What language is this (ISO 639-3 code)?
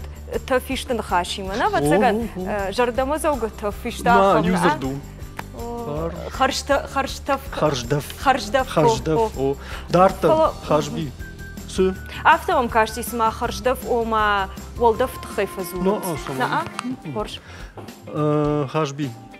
oss